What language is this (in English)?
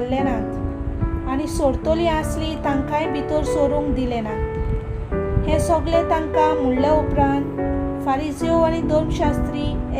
Konkani